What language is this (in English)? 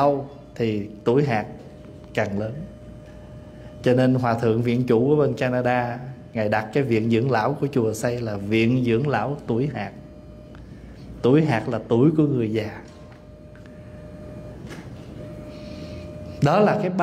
Vietnamese